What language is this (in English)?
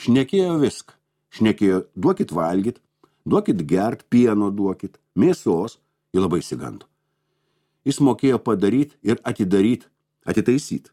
Lithuanian